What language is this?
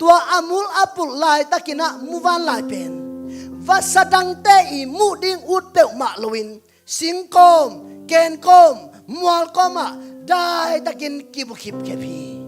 Tedim Chin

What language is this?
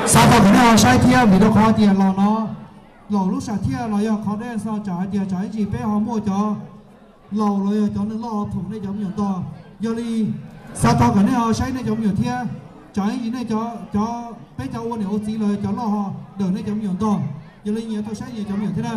Hmong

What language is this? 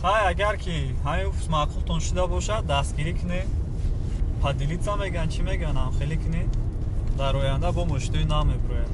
Tajik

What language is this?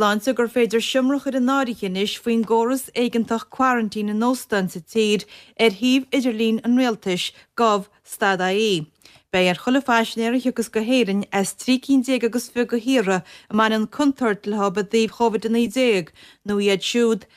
Irish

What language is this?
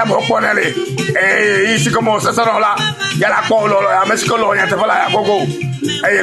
Ewe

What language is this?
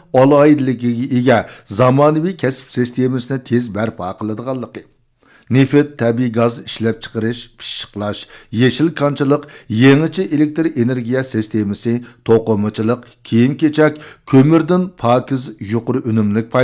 Uyghur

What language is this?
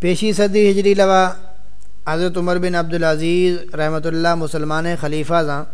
Saraiki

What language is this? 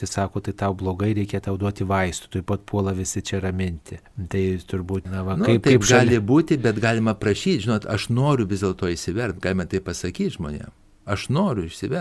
Lithuanian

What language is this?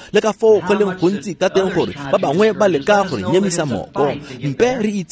Tswana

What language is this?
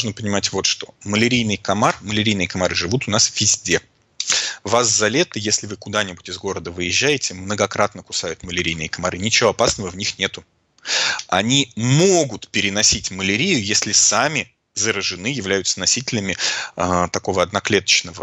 Russian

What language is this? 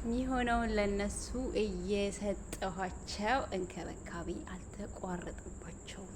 Amharic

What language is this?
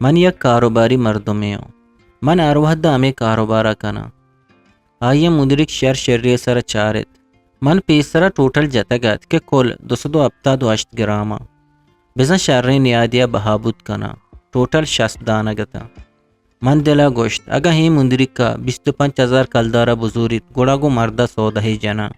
Eastern Balochi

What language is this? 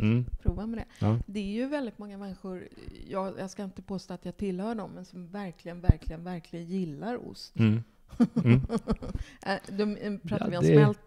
Swedish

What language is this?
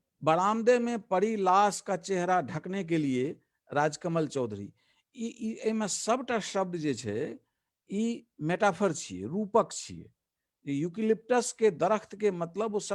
Maithili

